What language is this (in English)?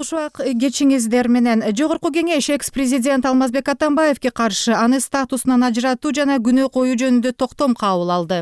Kyrgyz